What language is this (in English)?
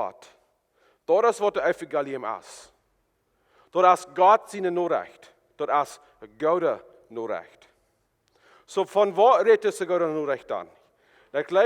Plautdietsch